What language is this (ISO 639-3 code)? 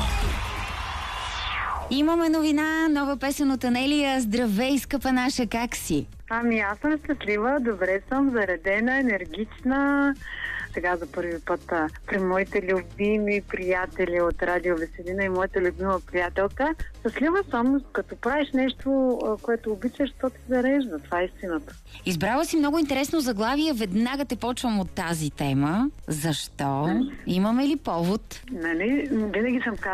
bul